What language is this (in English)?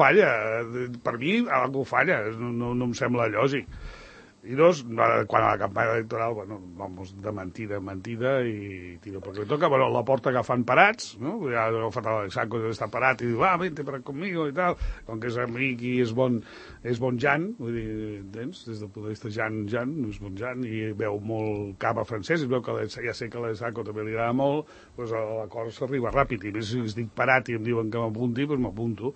Catalan